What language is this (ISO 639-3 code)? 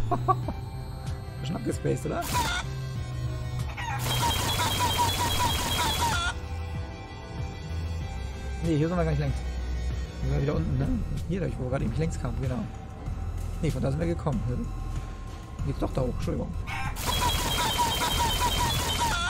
deu